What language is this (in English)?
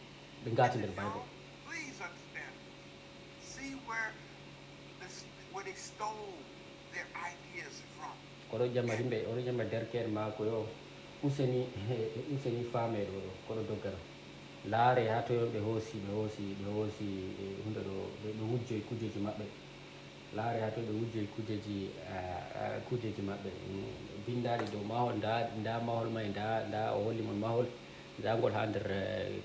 Fula